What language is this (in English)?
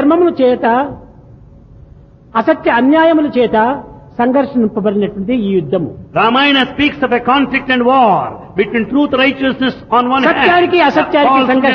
Telugu